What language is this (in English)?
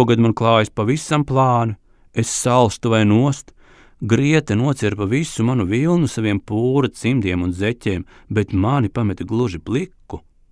Latvian